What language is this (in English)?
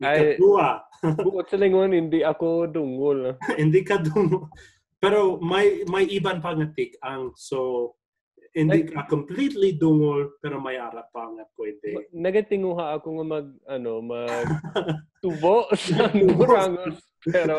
Hiligaynon